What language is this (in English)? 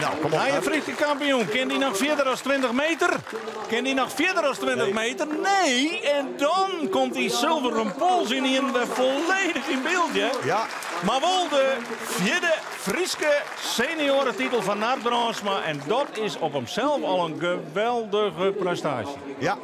Western Frisian